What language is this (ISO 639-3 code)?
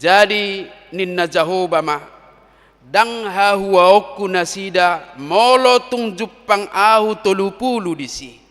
bbc